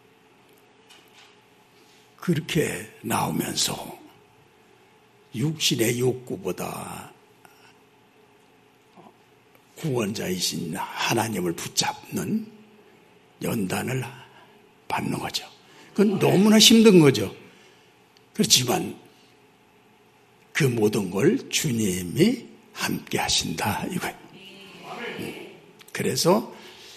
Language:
Korean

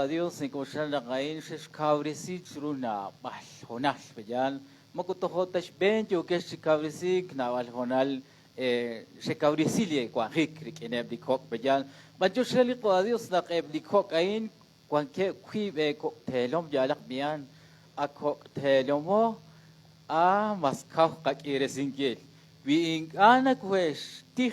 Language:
Kekchí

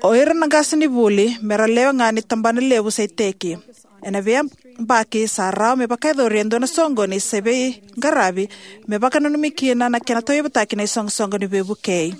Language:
Fijian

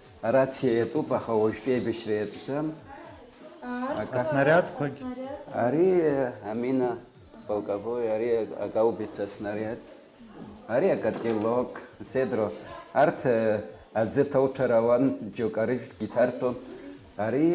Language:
Abkhazian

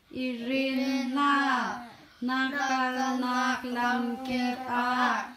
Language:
Hakha Chin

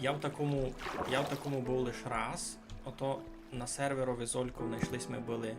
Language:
Rusyn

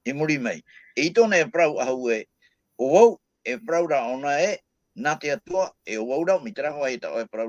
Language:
Tahitian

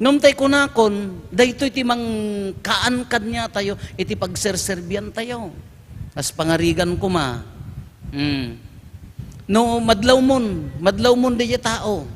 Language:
Iloko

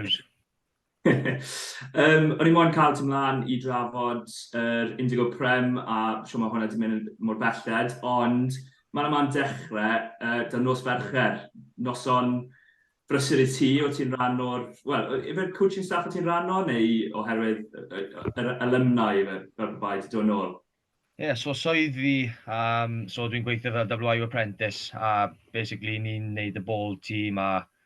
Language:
Welsh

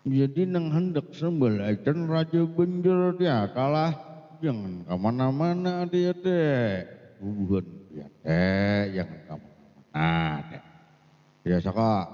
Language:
Banjar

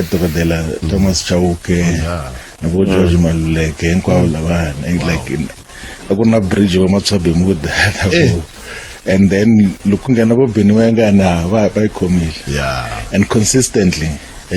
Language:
Tsonga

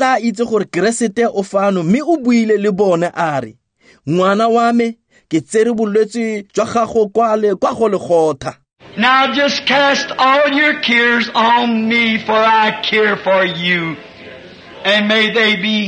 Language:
Tswana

